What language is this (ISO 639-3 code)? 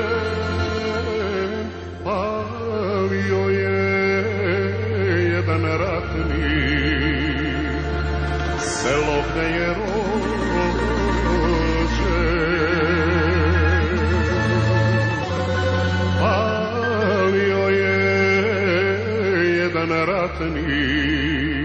srp